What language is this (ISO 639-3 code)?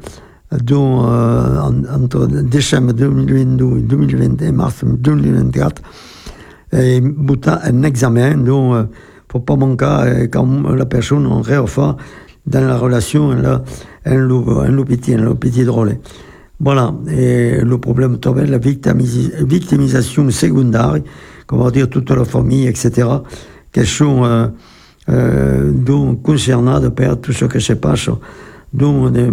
fra